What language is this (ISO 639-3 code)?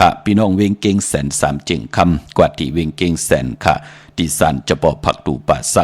shn